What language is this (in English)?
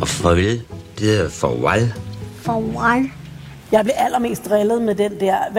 Danish